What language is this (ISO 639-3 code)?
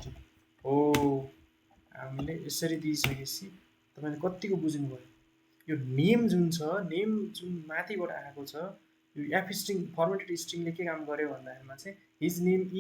nep